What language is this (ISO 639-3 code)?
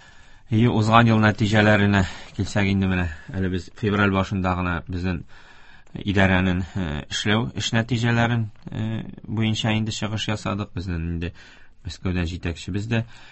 tat